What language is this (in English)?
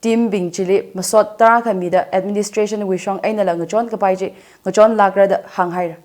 Tangkhul Naga (India)